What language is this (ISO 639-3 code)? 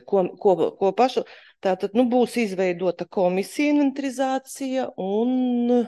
lav